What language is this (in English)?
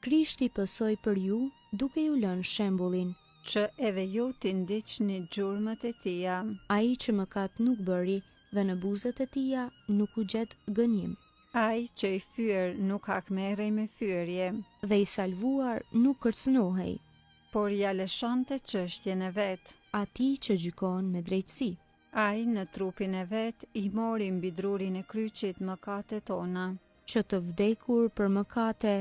Albanian